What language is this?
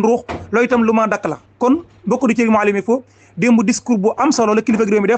Wolof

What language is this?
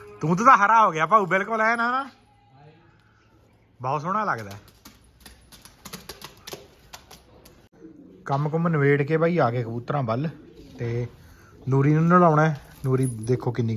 Punjabi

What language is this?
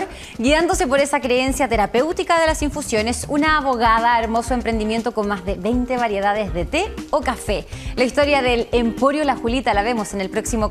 Spanish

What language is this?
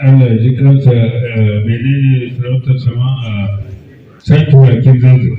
Hausa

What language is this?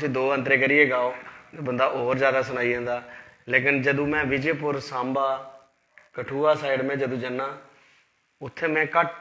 Dogri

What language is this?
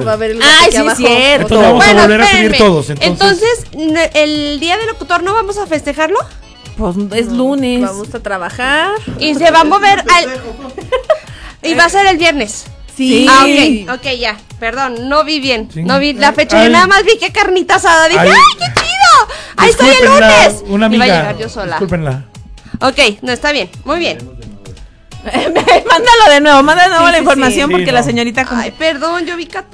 Spanish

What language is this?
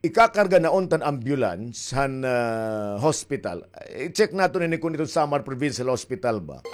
Waray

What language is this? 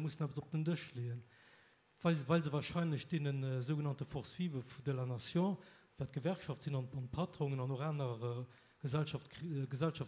Luxembourgish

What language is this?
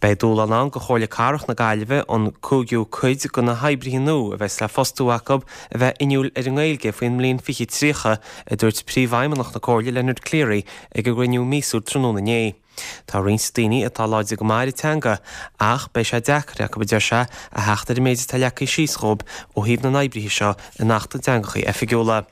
Irish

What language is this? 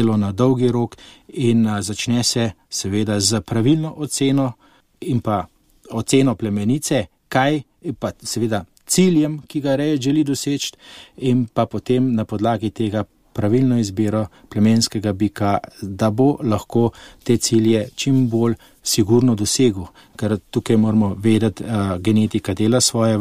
Slovenian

